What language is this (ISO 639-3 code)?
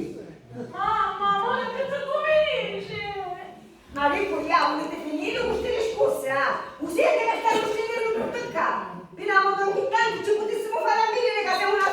scn